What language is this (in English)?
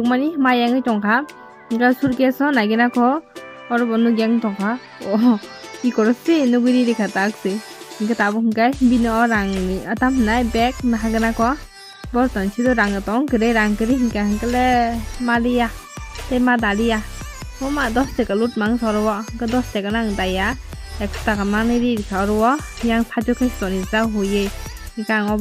Kok Borok